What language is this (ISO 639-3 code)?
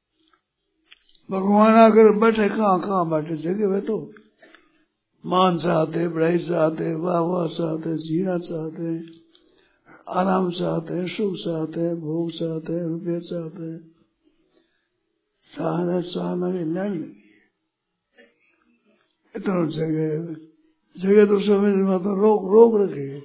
hin